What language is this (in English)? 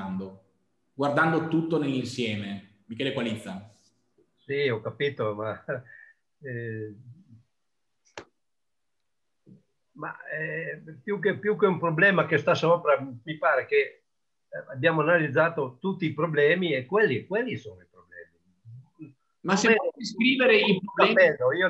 Italian